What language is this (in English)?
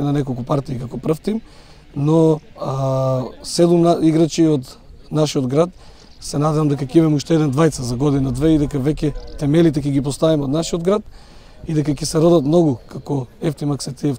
Macedonian